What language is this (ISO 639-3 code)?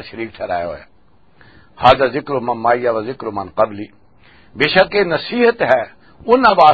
lah